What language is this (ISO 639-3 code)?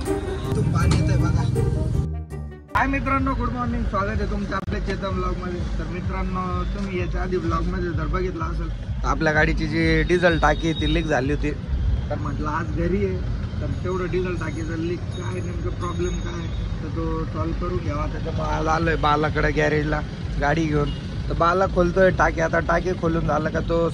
mar